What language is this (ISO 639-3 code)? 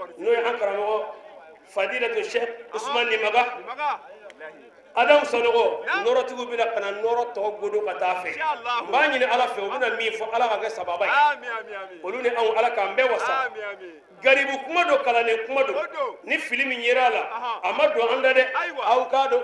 bam